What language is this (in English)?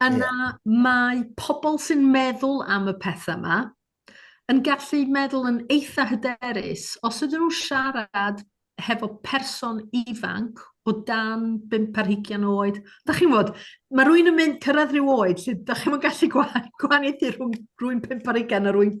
Welsh